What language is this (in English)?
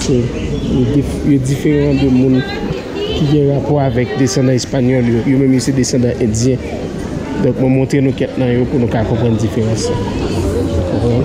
Haitian Creole